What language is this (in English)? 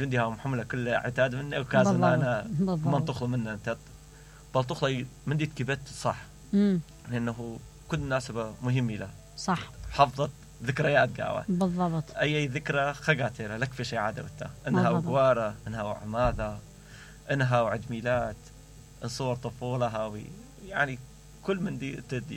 Mesopotamian Arabic